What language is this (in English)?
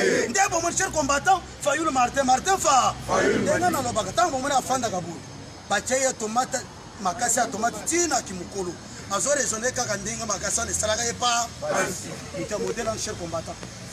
Lingala